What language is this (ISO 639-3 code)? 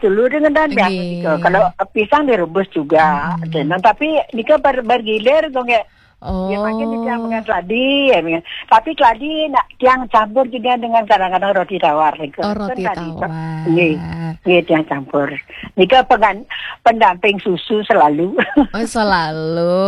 ban